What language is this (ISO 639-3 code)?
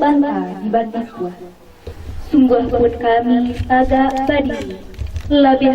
min